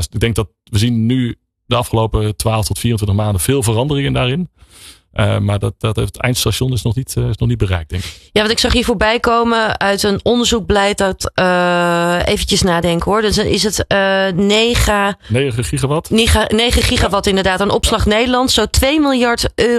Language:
Dutch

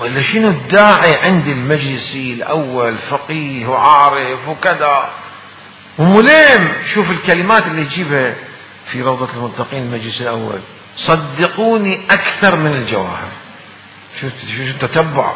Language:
Mesopotamian Arabic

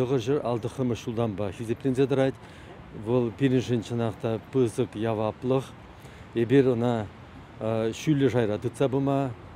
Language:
Chuvash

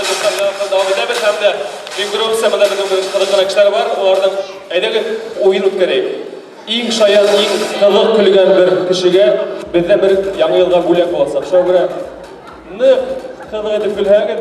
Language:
Bashkir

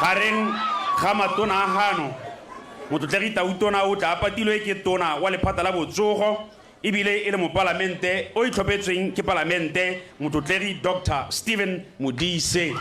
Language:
Tswana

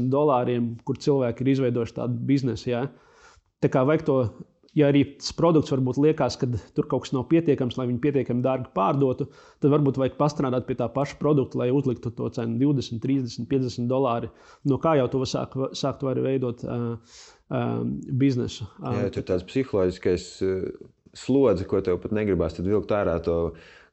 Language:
Latvian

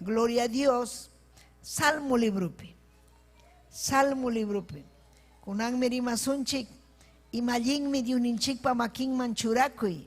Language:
Ayacucho Quechua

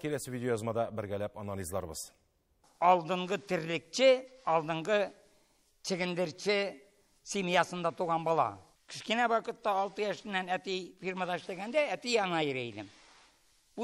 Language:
Tatar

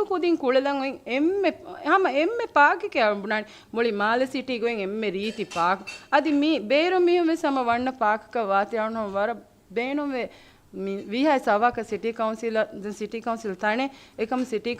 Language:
Divehi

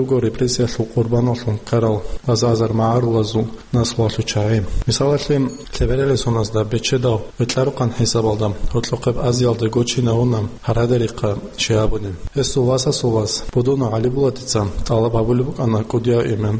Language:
Avaric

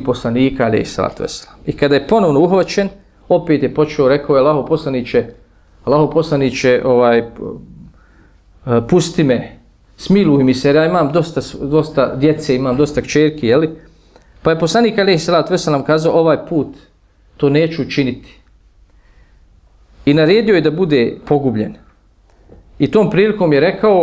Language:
Bosnian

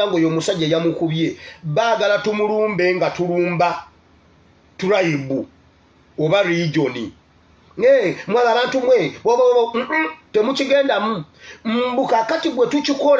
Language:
Ganda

